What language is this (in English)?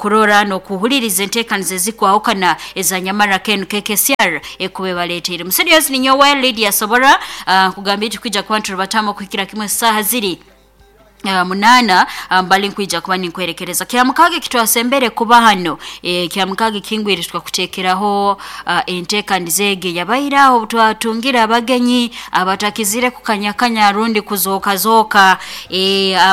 Nyoro